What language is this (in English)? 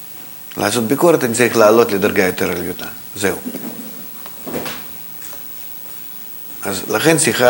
Hebrew